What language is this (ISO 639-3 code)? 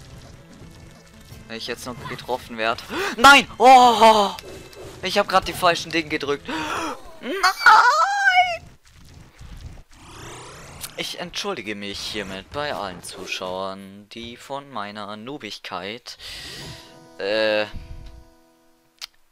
deu